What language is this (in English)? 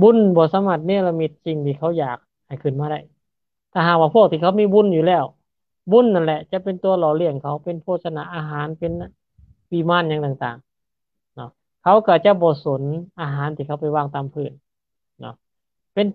Lao